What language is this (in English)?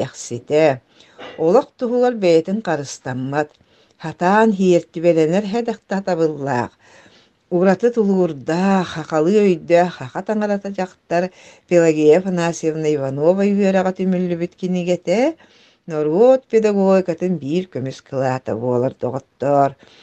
Yakut